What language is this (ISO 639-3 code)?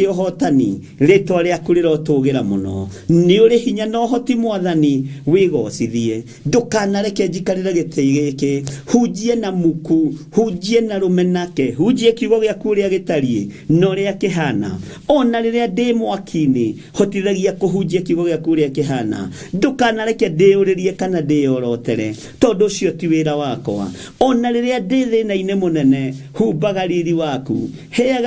kik